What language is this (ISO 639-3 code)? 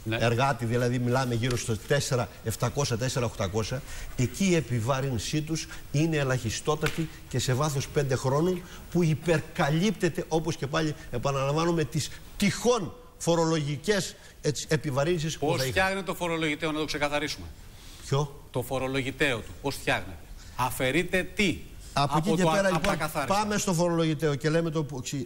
ell